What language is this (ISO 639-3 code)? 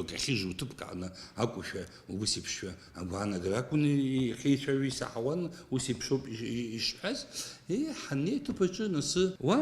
abk